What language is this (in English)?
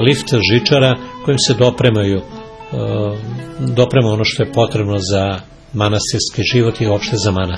Serbian